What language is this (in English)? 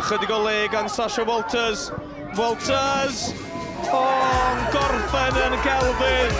Welsh